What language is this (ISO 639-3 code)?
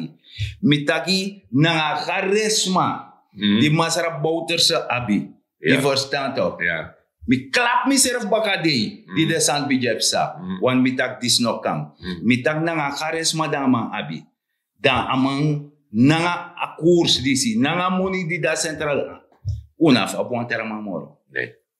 srn